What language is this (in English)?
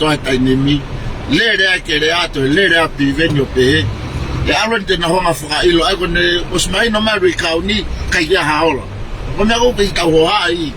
Tongan